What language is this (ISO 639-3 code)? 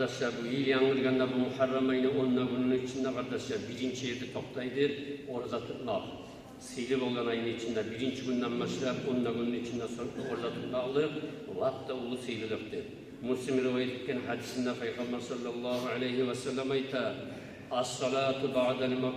kum